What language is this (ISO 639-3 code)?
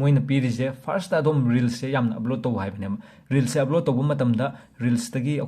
mni